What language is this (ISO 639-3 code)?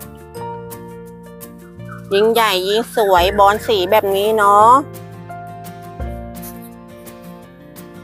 tha